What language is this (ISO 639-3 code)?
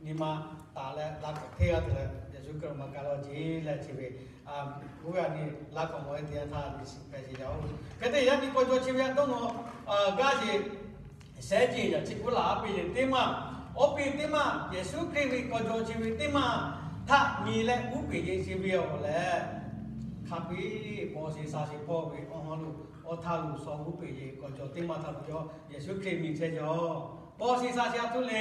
lhu